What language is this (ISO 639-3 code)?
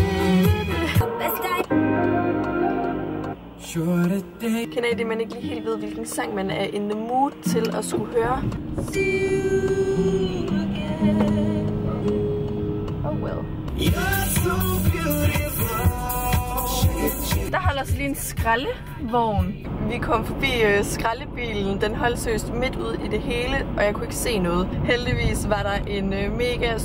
dan